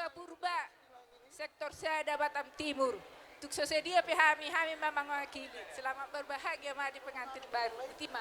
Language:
Batak Toba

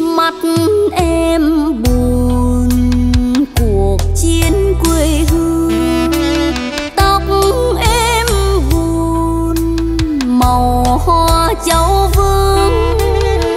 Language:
Vietnamese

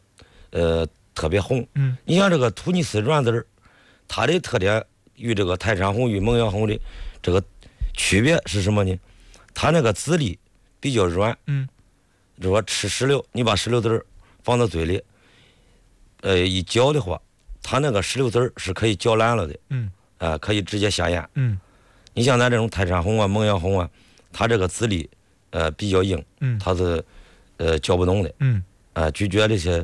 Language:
Chinese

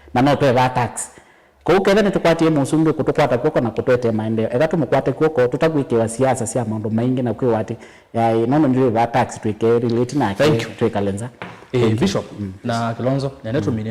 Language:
Kamba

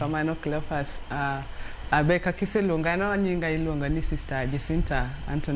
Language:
Luo (Kenya and Tanzania)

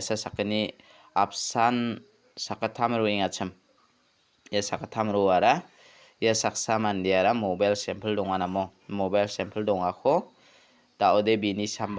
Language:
Garo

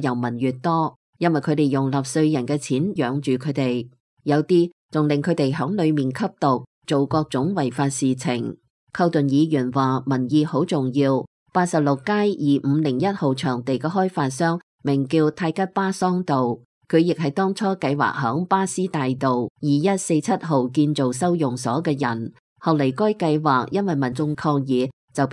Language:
Cantonese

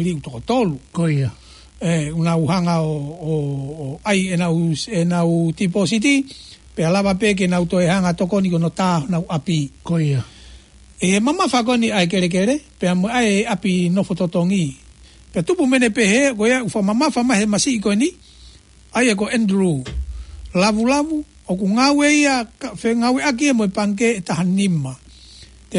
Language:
Tongan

